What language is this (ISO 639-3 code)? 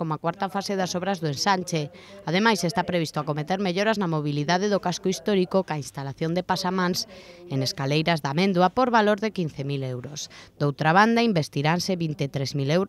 glg